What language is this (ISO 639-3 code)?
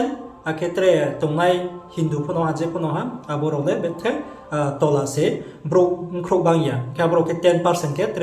ria